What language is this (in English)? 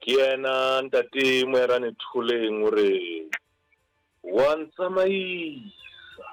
Southern Sotho